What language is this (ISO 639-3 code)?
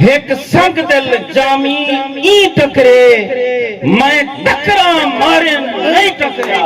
skr